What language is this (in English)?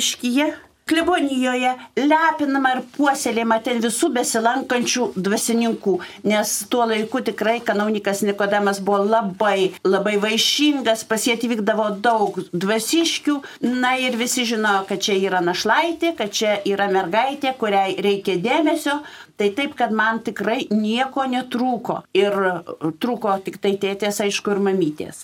Lithuanian